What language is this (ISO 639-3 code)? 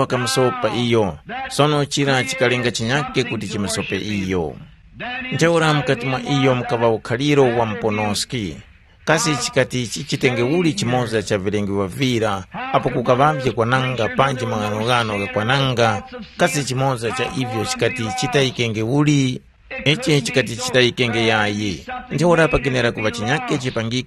tum